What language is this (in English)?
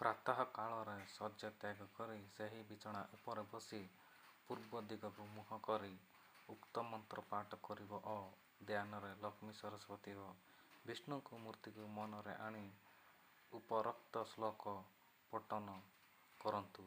Odia